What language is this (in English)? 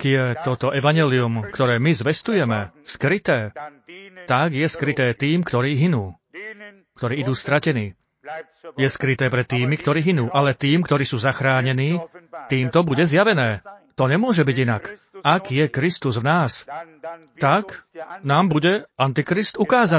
Slovak